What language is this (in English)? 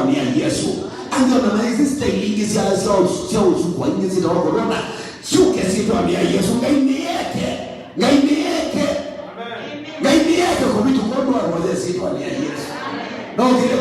Kamba